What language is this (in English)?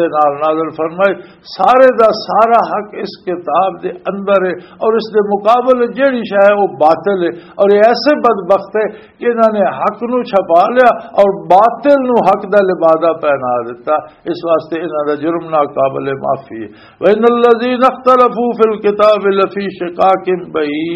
Western Panjabi